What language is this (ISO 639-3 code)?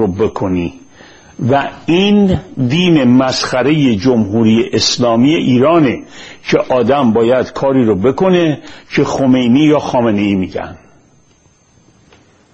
fas